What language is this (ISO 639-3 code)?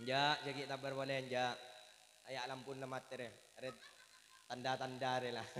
mad